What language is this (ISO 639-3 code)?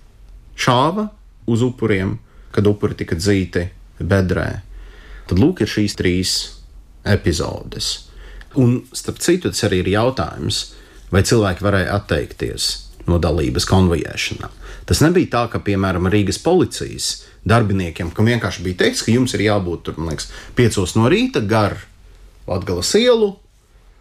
lav